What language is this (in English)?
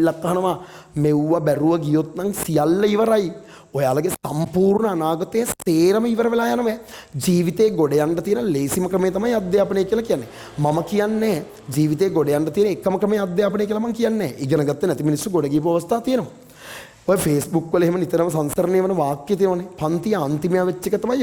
Sinhala